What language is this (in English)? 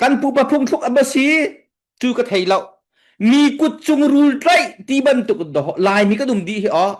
Falam Chin